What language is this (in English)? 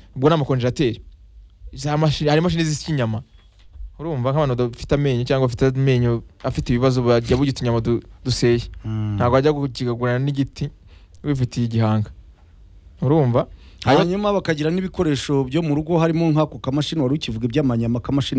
Kinyarwanda